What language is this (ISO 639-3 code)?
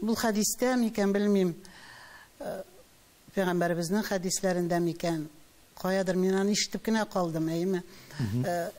tat